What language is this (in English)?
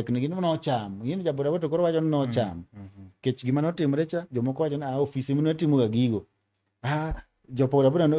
Luo (Kenya and Tanzania)